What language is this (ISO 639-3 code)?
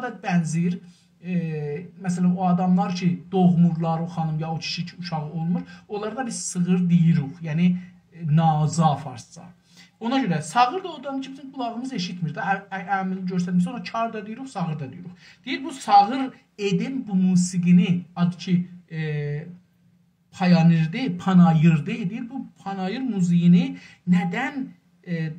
azb